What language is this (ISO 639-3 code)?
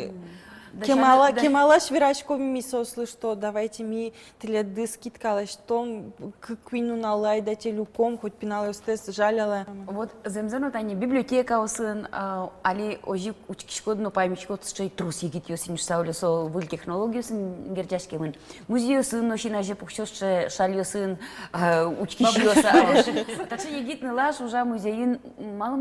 udm